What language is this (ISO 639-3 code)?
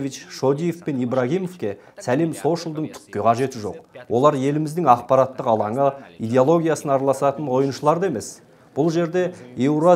kaz